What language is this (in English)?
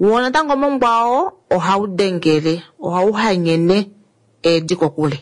Kuanyama